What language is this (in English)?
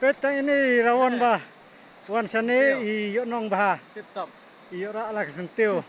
Khasi